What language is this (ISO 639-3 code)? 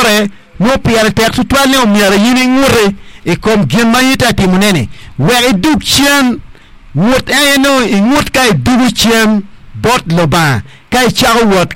ach